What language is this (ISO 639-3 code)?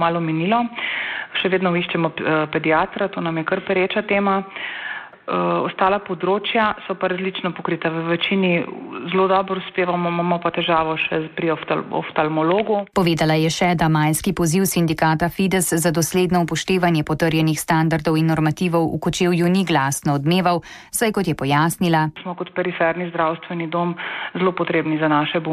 slv